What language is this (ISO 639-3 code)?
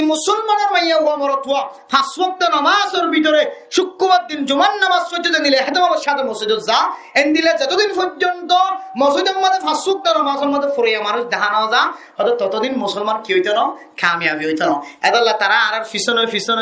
rhg